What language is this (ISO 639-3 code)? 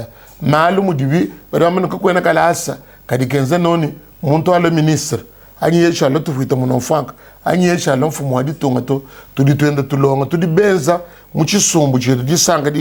lua